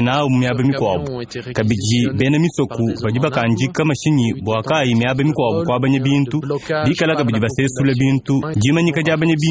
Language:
Luba-Lulua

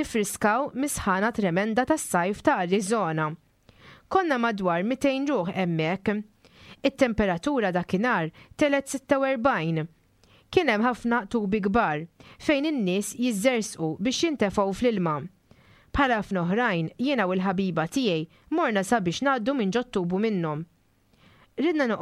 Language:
Maltese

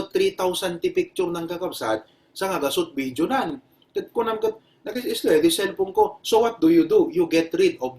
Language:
Iloko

